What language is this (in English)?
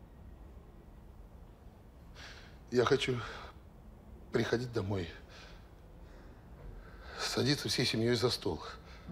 Russian